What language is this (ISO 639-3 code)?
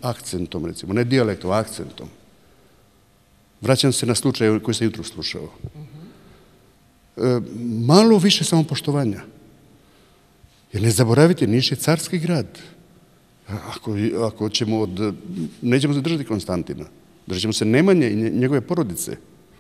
srp